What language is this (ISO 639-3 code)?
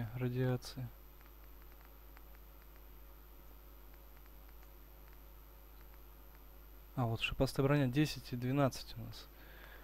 rus